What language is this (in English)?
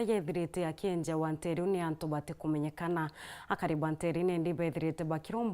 Meru